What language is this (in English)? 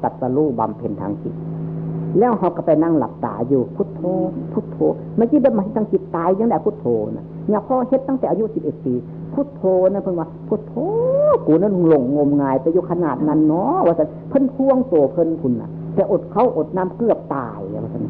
Northeastern Thai